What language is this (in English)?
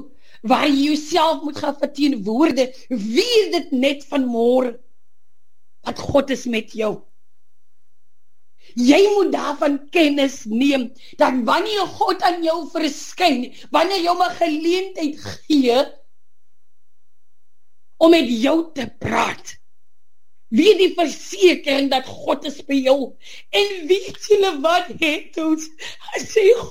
Afrikaans